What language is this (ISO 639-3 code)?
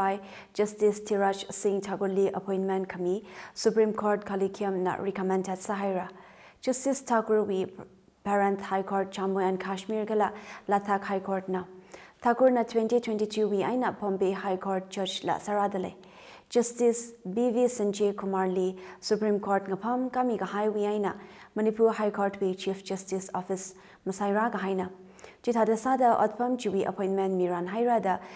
nmf